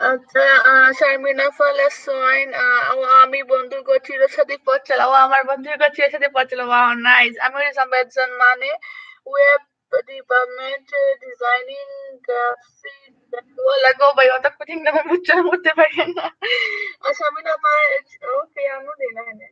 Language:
Sylheti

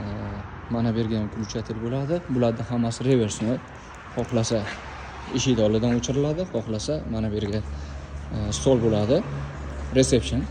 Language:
Uzbek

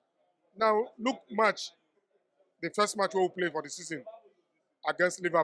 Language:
Nigerian Pidgin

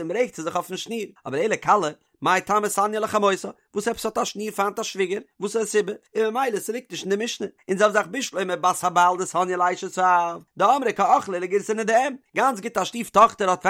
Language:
Yiddish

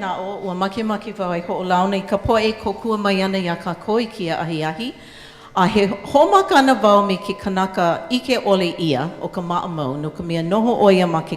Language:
Hawaiian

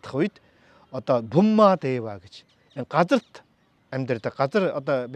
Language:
Mongolian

